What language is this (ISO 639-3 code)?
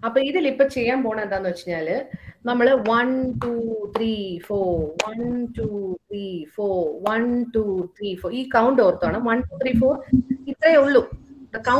mal